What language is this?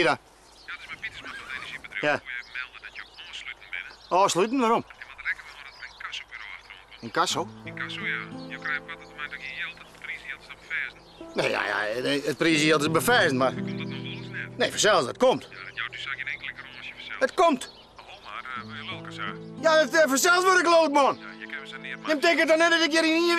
Western Frisian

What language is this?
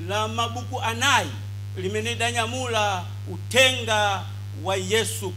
Nyanja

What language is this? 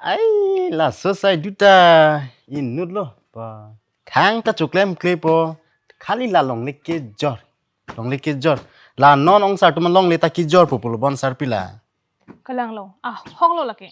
Karbi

